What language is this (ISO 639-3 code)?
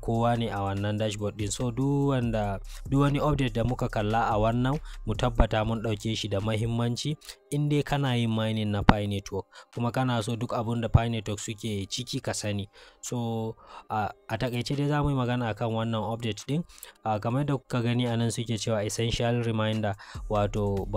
hau